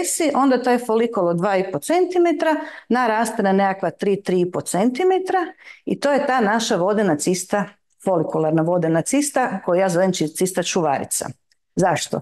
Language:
Croatian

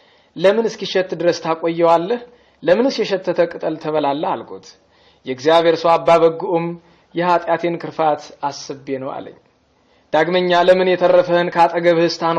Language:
Amharic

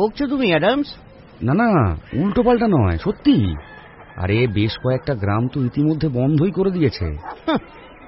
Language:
Bangla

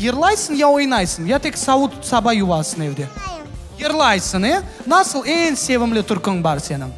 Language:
Crimean Tatar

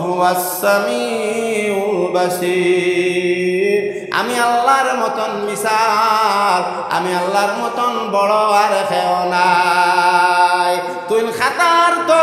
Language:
Sylheti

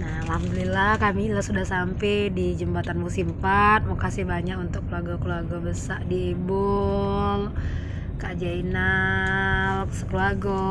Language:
Musi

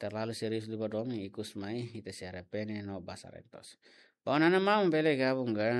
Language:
Tetum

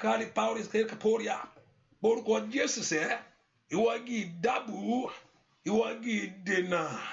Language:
Yoruba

